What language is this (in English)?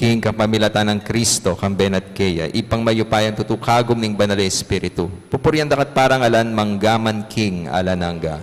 Pampanga